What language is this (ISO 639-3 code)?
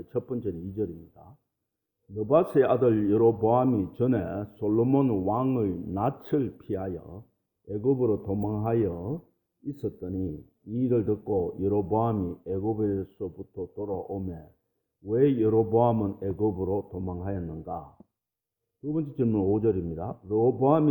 kor